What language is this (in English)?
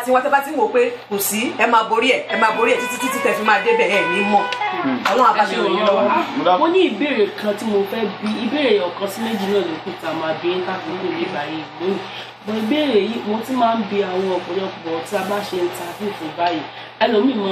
Yoruba